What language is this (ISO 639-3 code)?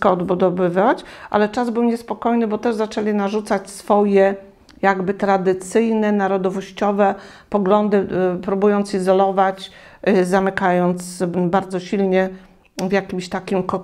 pol